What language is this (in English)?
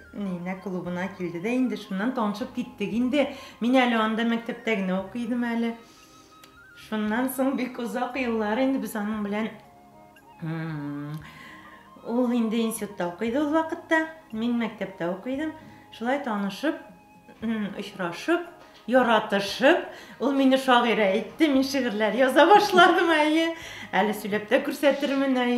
Tatar